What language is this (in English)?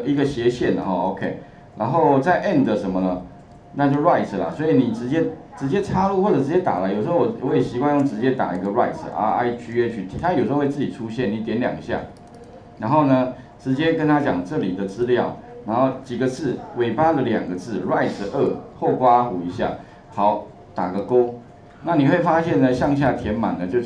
Chinese